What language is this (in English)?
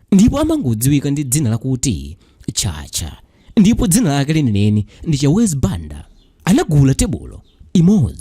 Nyanja